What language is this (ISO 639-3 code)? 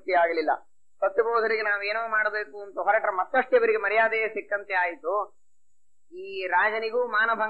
kan